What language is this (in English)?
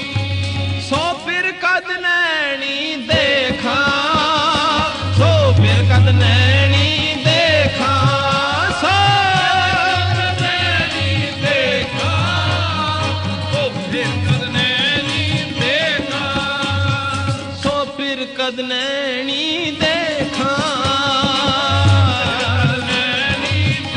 Punjabi